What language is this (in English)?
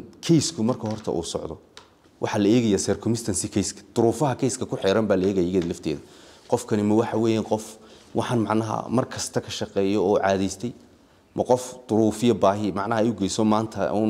Somali